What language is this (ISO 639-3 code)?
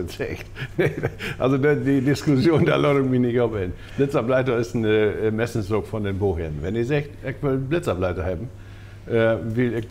nds